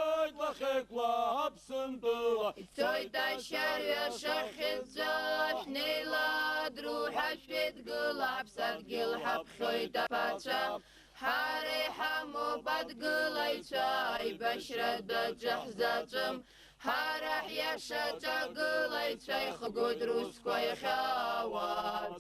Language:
Abkhazian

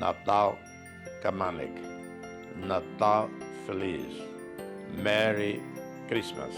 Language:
Tetum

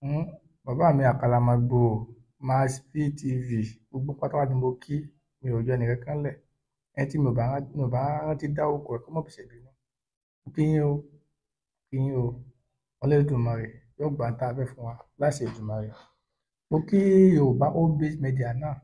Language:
Yoruba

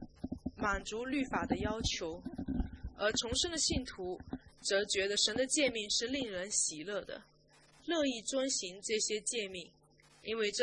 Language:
Chinese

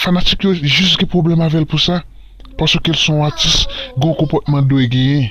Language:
Haitian Creole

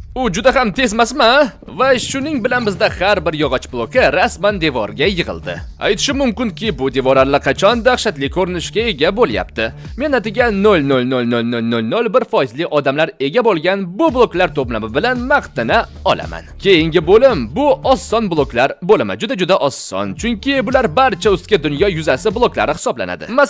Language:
Uzbek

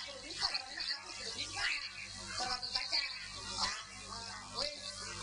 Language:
Sundanese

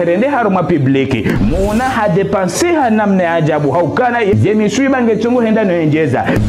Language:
Ngazidja Comorian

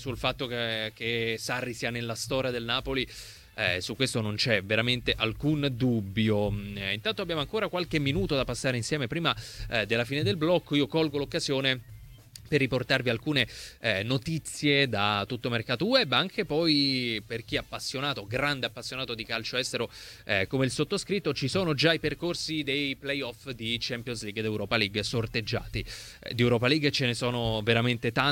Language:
Italian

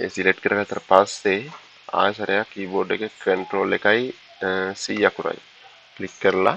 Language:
Sinhala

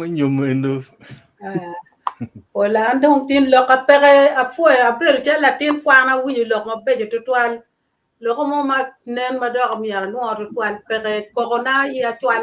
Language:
Acoli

